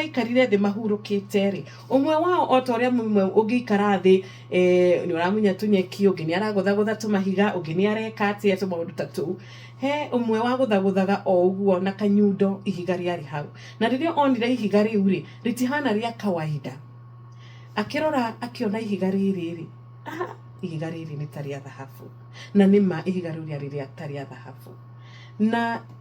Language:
Kikuyu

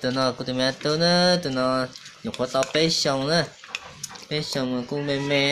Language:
Hmong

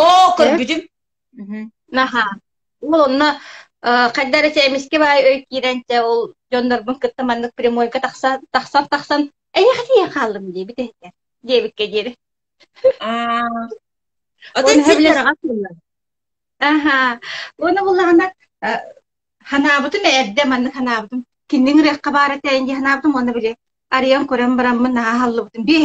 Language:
Yakut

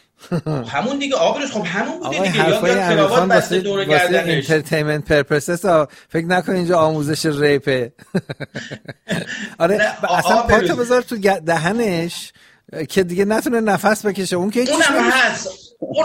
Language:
Persian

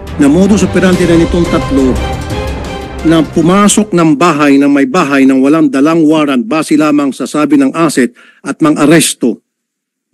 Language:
Filipino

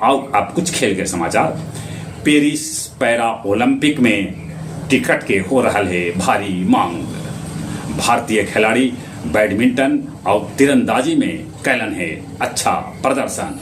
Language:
Magahi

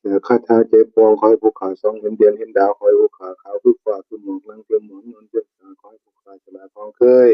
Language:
Northeastern Thai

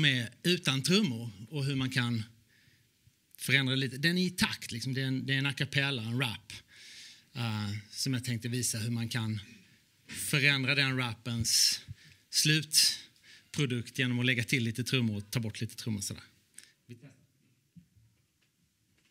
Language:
Swedish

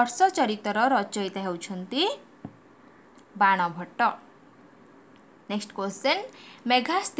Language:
Odia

